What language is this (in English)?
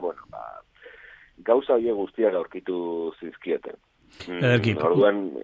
Basque